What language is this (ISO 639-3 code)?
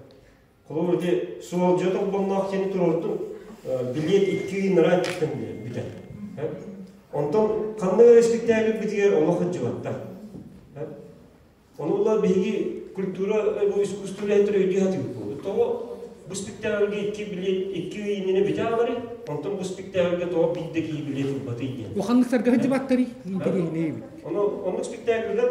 sah